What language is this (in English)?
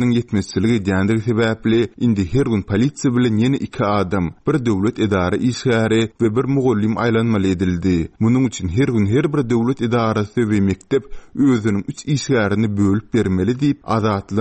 Turkmen